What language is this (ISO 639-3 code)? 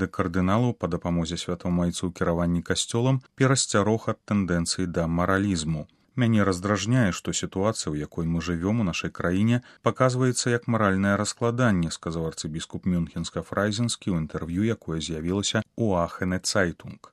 bel